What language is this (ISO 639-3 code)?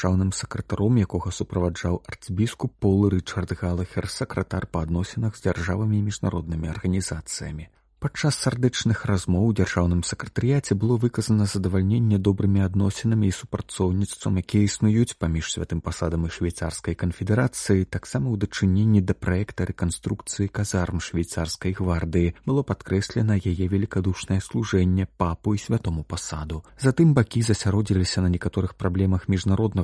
bel